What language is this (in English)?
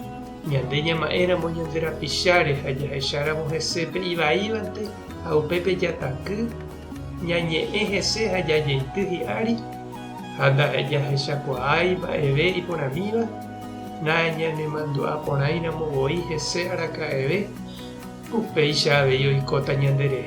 Guarani